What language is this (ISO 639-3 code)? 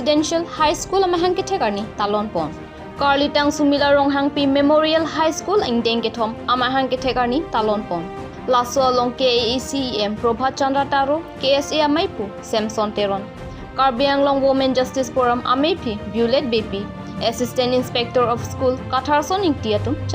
mjw